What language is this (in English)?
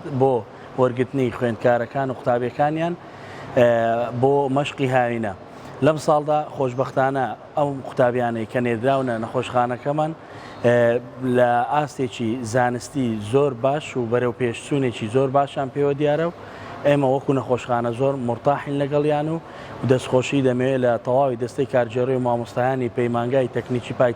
Central Kurdish